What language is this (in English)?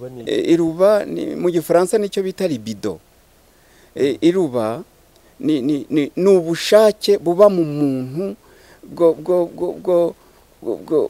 Kinyarwanda